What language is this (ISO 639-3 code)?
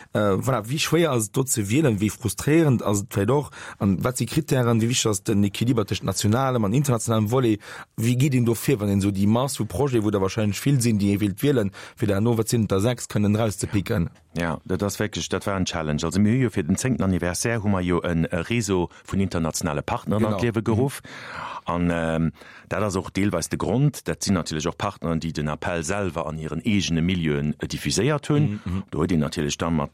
ltz